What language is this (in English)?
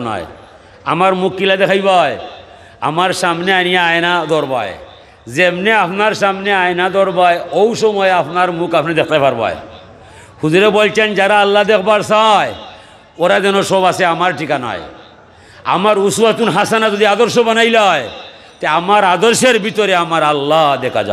Sylheti